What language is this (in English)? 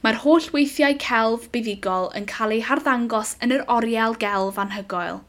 Welsh